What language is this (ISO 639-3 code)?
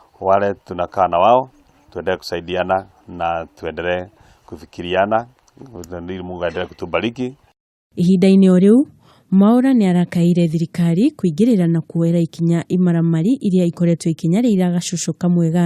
kik